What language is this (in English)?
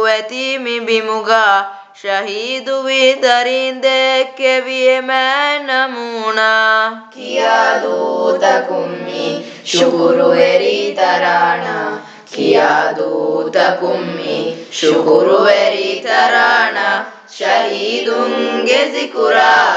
Divehi